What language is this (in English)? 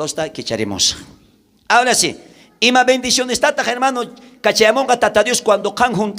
South Bolivian Quechua